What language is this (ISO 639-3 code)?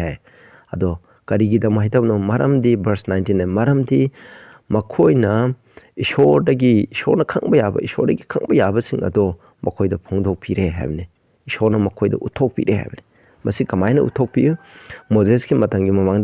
mni